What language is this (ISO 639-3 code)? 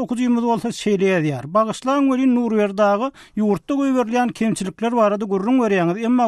tuk